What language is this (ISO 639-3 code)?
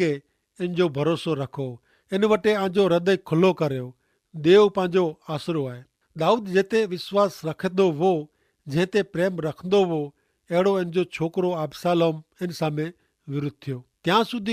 kfr